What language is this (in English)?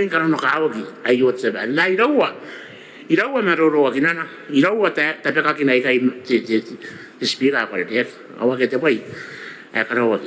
Gilbertese